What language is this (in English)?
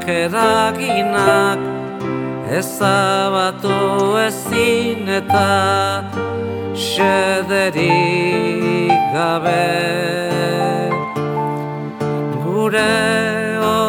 Basque